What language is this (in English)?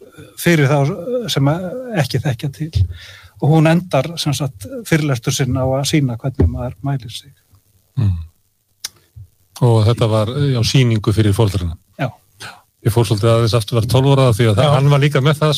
Icelandic